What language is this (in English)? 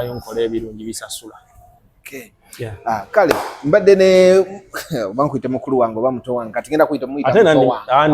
Ganda